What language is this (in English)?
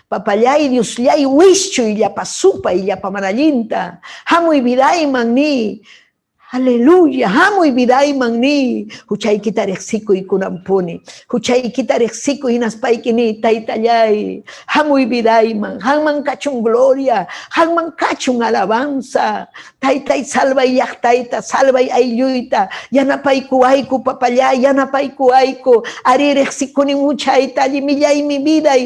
Ayacucho Quechua